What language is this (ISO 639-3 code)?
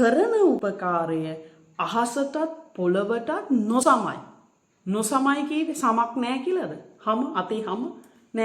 sin